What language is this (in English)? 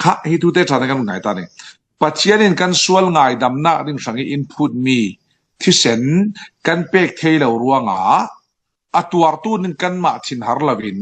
Falam Chin